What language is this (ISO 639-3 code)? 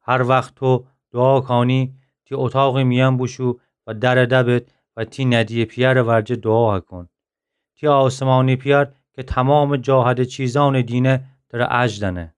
glk